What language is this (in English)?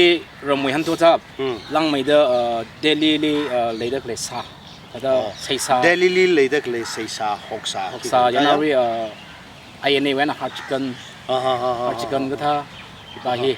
Tangkhul Naga (India)